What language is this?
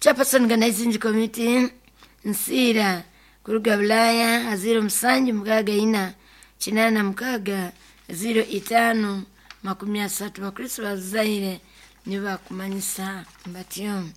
Nyoro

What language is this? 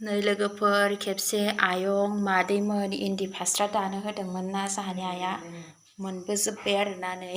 Bodo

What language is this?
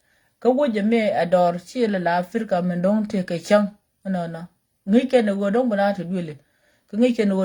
Nuer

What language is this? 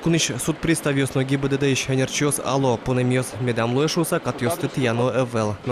Udmurt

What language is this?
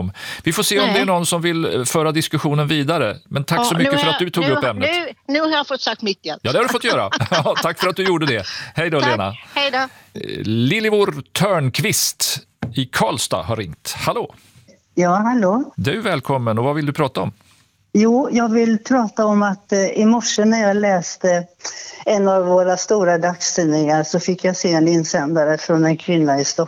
Swedish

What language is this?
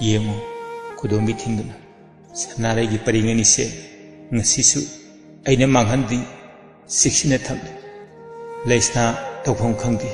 Manipuri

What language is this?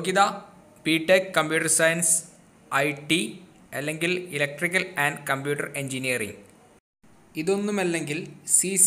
Malayalam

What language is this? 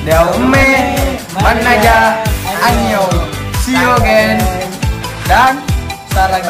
Buginese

